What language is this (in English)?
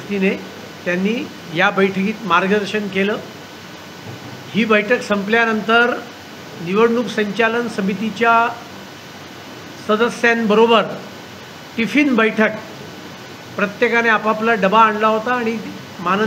Marathi